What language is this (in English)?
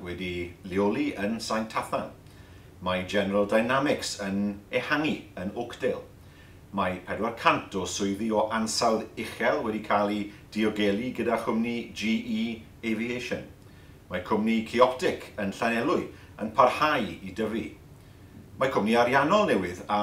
Welsh